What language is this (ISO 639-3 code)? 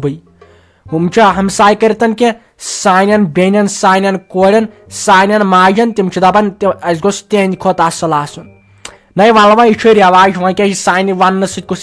kas